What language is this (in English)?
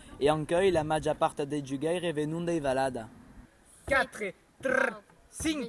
Occitan